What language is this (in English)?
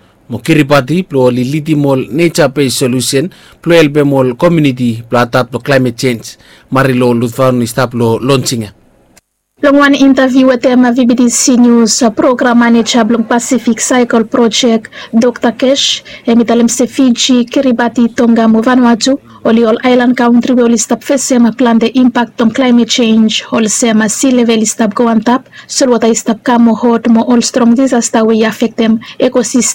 Bislama